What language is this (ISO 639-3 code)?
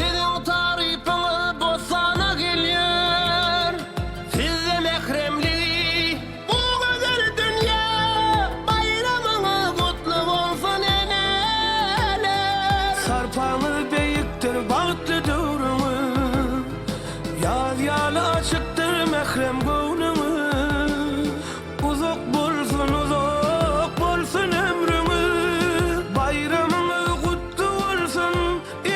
tuk